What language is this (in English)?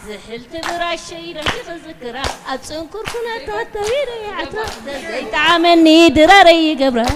Tigrinya